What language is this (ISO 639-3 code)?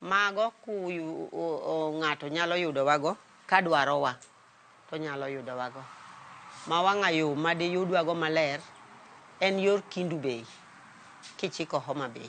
luo